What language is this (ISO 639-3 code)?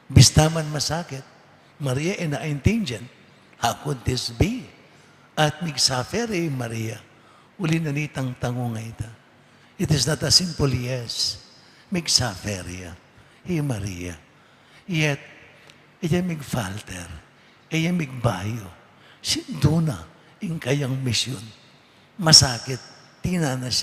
pam